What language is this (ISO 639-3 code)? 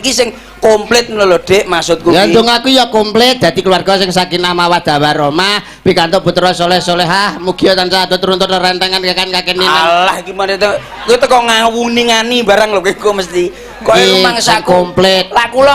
jav